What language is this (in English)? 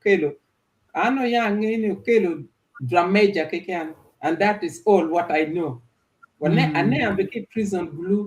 Acoli